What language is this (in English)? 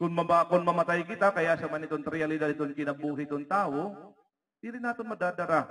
Waray